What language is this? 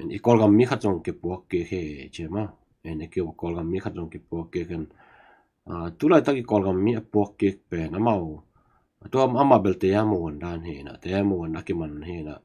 Tedim Chin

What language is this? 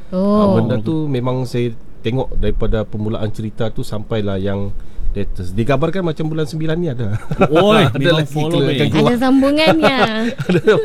Malay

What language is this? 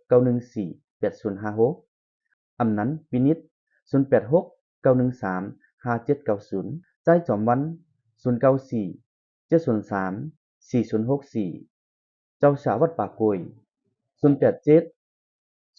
Shan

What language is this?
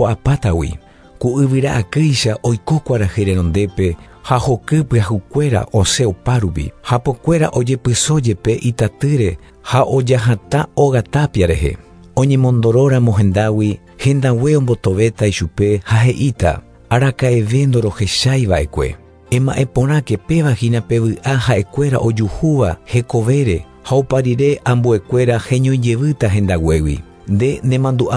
Guarani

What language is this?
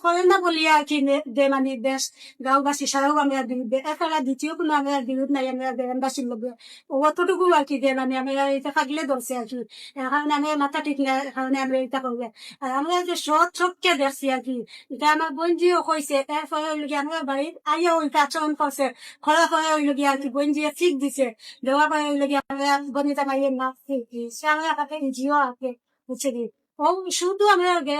Sylheti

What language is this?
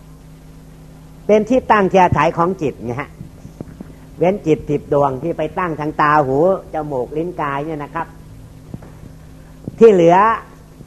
Thai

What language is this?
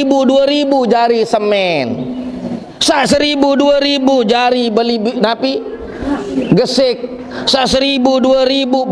Sasak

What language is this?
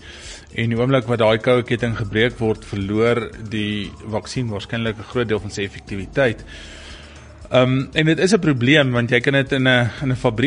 Afrikaans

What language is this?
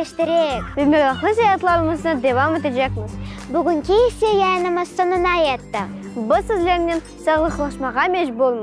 Crimean Tatar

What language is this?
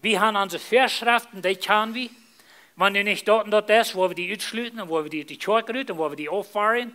Plautdietsch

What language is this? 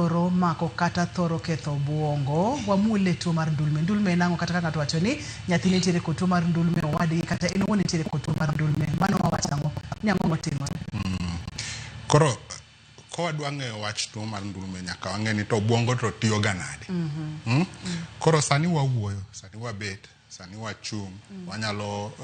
Luo (Kenya and Tanzania)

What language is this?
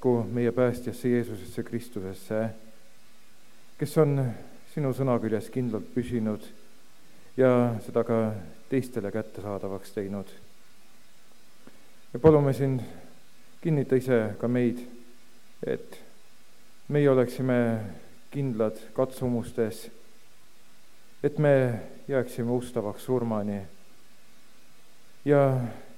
Estonian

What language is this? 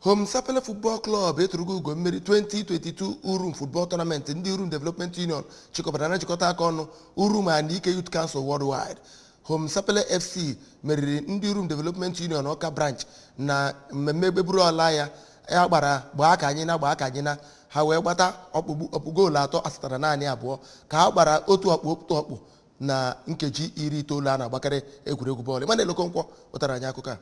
Igbo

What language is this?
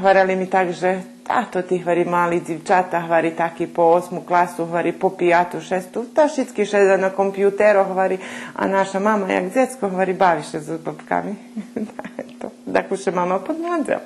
Rusyn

